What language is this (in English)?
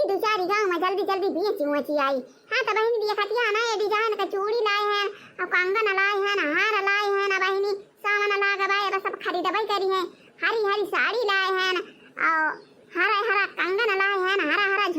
Awadhi